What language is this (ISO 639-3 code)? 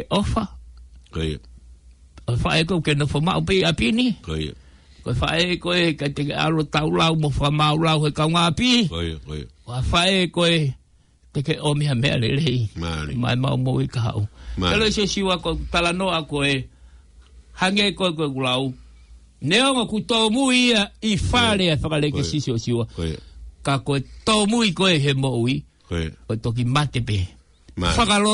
ton